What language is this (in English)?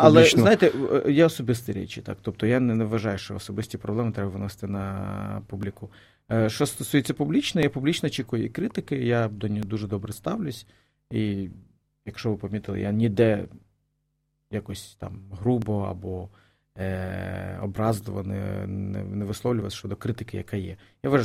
Ukrainian